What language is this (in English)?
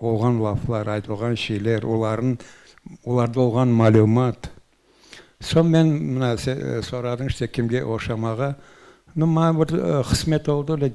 Crimean Tatar